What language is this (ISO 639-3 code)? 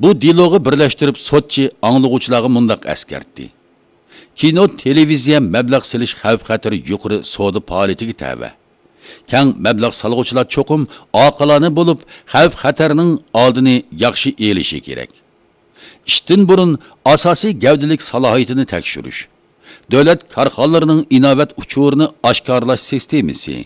uig